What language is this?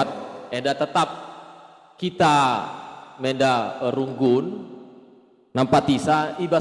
Batak Karo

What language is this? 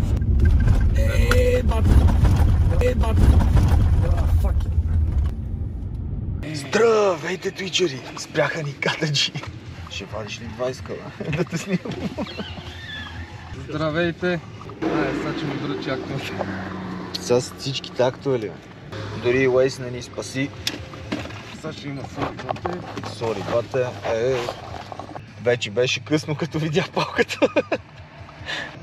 Bulgarian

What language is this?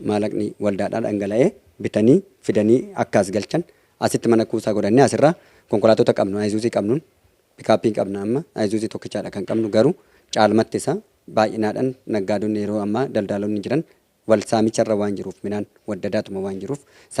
Oromo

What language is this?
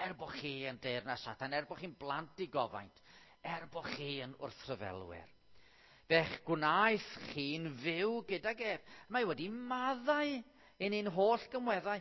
Welsh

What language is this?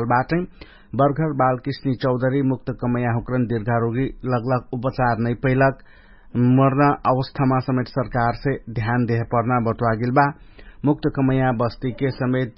Dangaura Tharu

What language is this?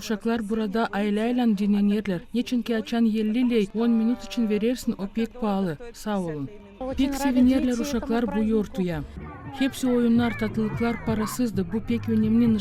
Gagauz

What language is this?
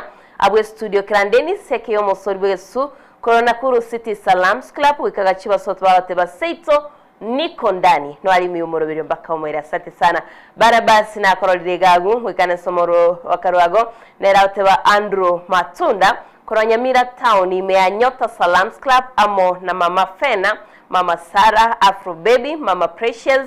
Gusii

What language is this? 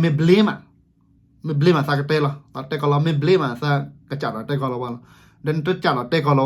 S'gaw Karen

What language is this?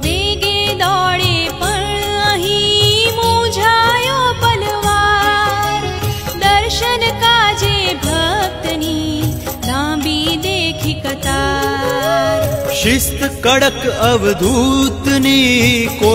Gujarati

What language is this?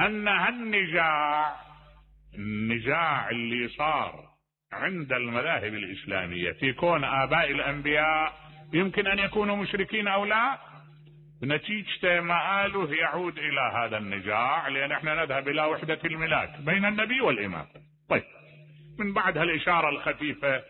Mesopotamian Arabic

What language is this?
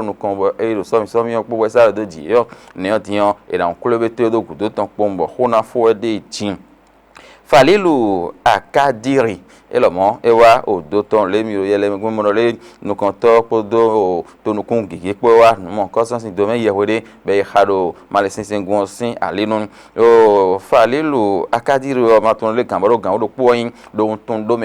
Fon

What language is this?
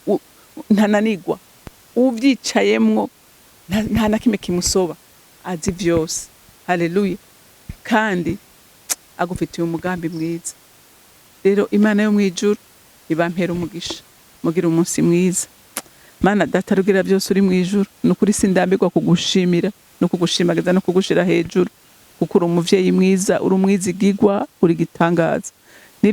Rundi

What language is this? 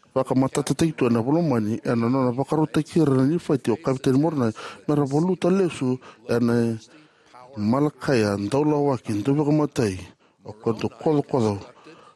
Fijian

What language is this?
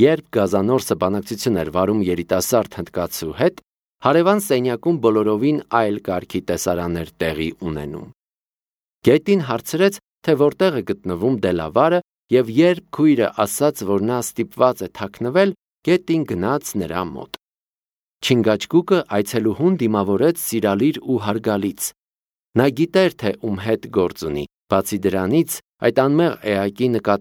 Armenian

